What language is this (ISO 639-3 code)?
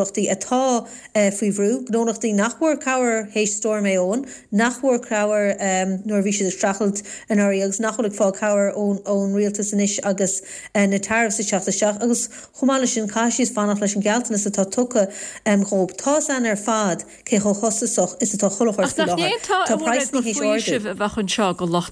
gle